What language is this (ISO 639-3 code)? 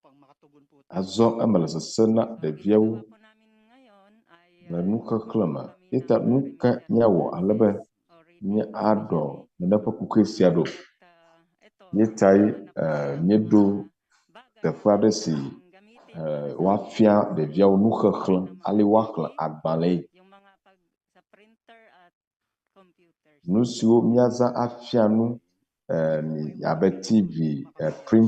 ewe